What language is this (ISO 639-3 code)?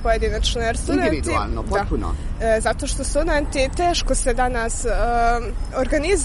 srp